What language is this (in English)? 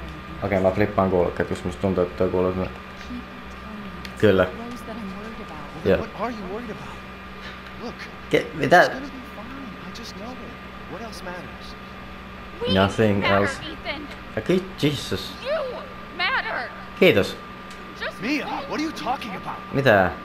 Finnish